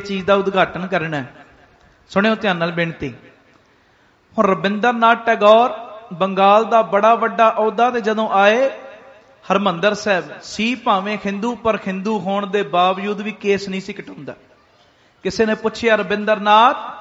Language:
Punjabi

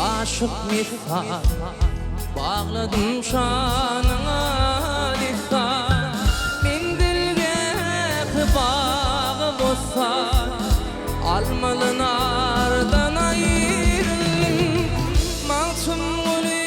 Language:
Turkmen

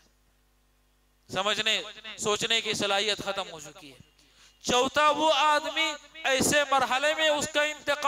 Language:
Urdu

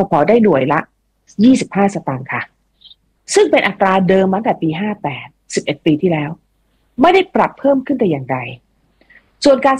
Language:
Thai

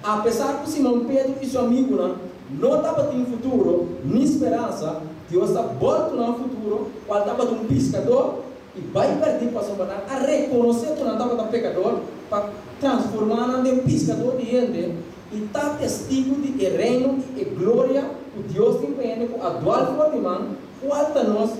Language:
Papiamento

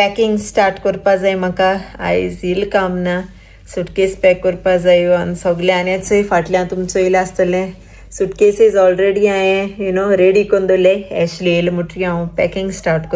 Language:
Konkani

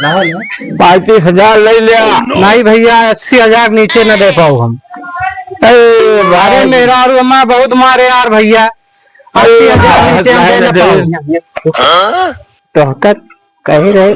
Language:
Awadhi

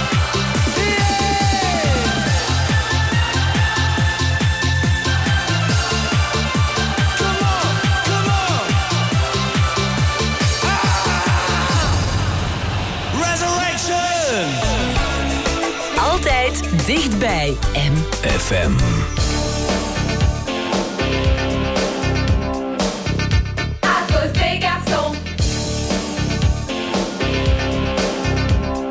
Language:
Dutch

